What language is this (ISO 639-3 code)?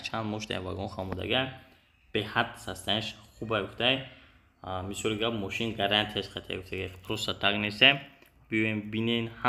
tgk